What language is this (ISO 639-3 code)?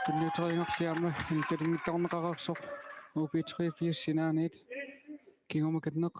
kal